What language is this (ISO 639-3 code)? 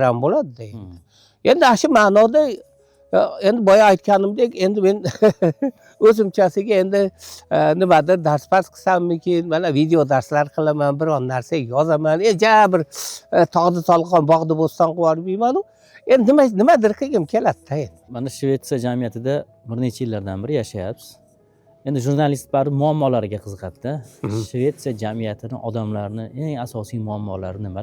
uzb